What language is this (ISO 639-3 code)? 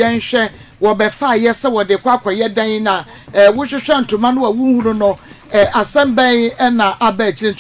aka